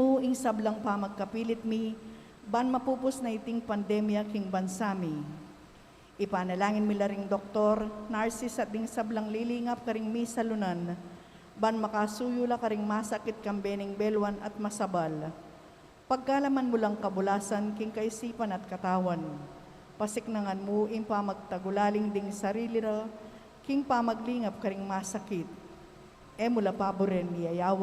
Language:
Pampanga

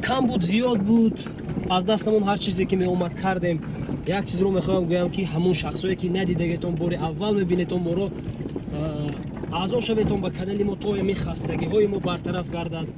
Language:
Tajik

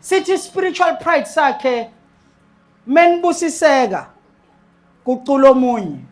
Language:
Zulu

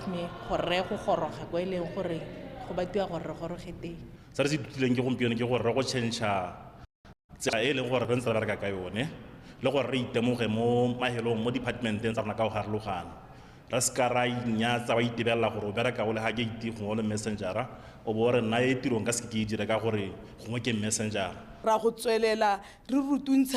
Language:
Tswana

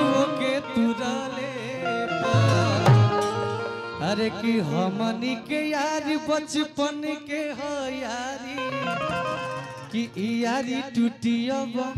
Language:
Bhojpuri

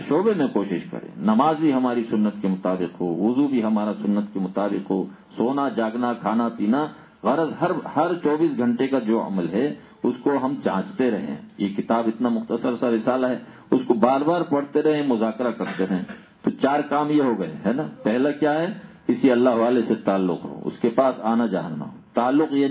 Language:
Urdu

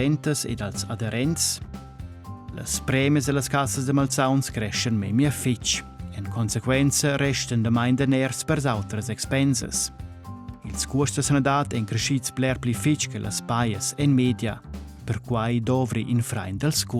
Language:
Romansh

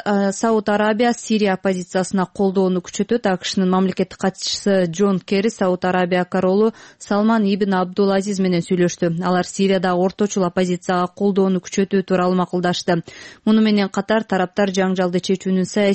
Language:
Kyrgyz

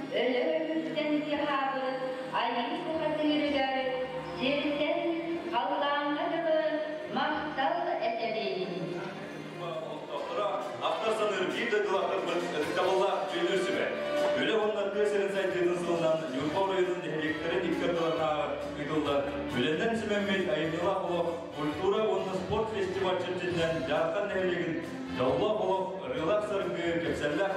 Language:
Yakut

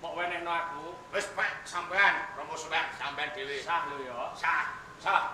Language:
Javanese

